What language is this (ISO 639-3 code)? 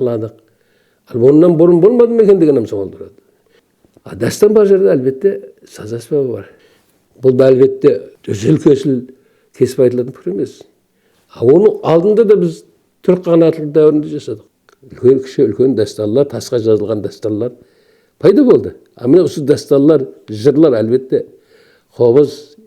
kaa